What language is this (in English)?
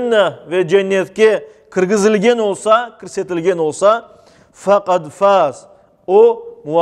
Crimean Tatar